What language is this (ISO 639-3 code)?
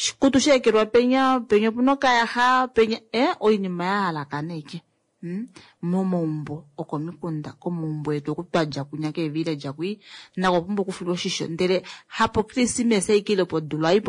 kua